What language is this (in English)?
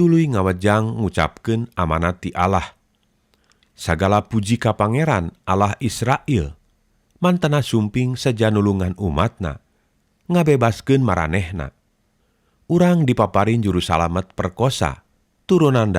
Sundanese